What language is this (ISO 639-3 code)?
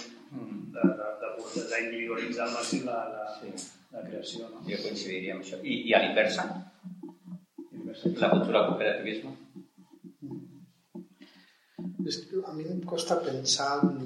cat